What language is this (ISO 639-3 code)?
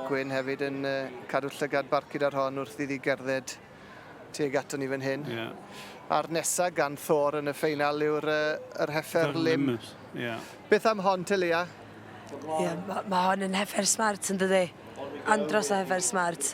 cym